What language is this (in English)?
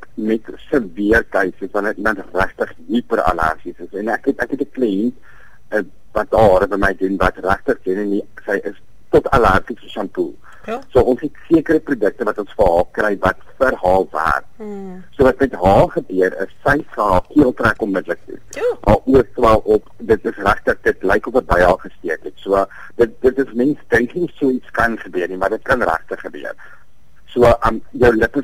Afrikaans